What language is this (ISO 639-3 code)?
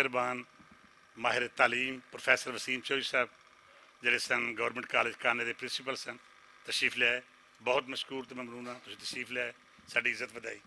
lah